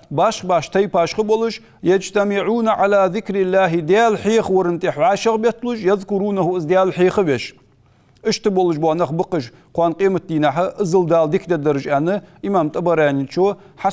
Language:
Ingush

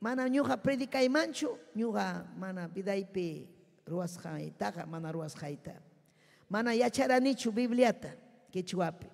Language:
Ayacucho Quechua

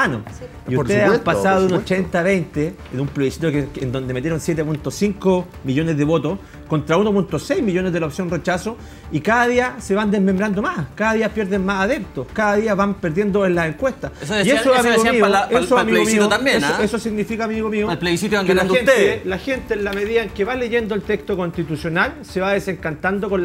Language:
Spanish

